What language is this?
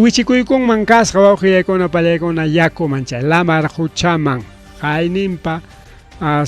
Ayacucho Quechua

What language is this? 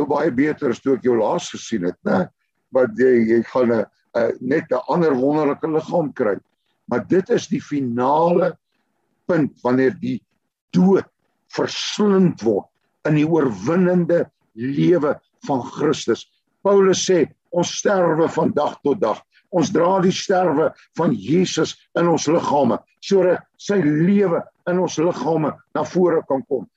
Afrikaans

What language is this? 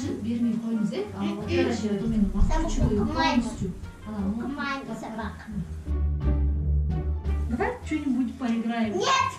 Kazakh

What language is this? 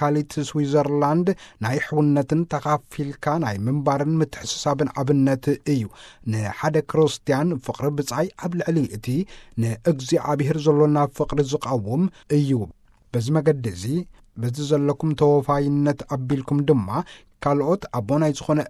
Tigrinya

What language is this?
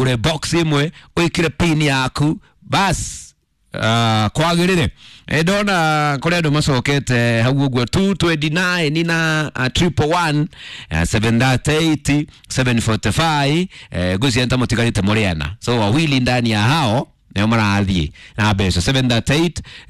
Kikuyu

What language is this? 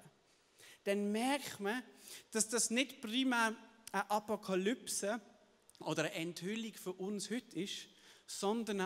Swiss German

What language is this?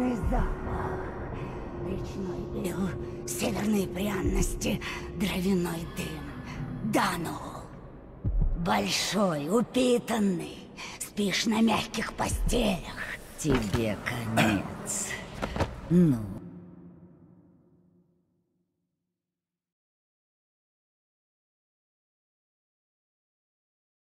Russian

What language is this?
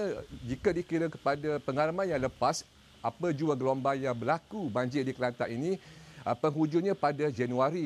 Malay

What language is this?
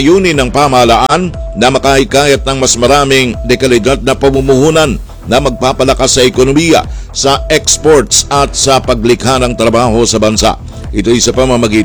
Filipino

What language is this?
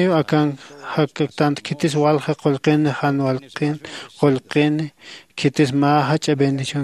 Aymara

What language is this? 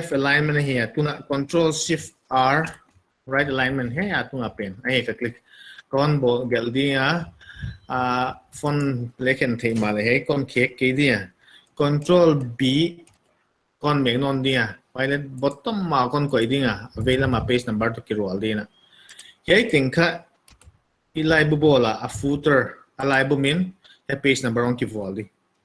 Paite Chin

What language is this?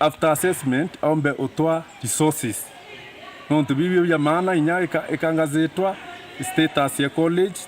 Meru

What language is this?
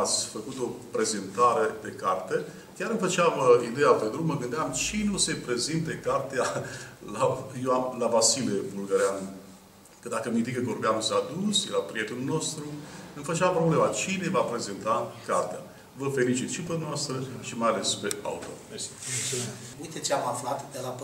Romanian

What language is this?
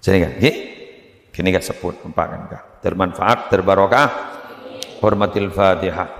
Madurese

